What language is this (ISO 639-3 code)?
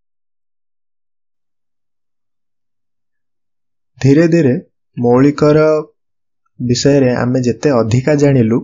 ori